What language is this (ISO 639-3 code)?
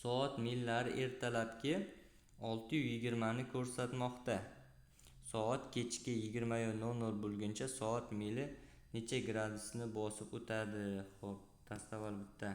uzb